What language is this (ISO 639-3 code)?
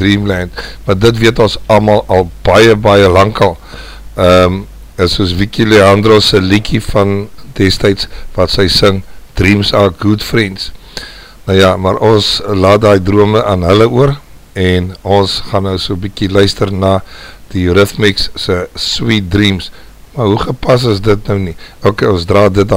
afr